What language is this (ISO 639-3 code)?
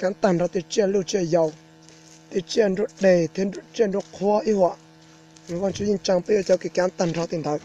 hmn